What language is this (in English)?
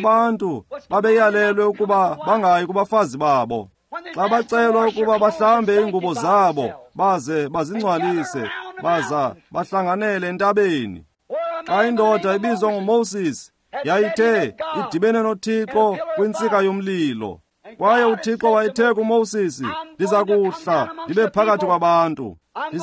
Xhosa